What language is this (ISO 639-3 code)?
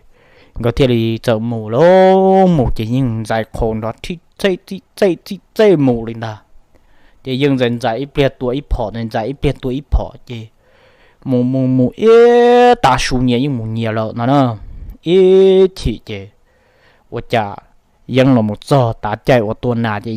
hmn